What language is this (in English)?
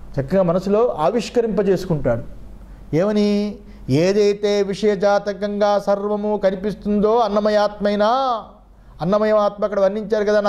Telugu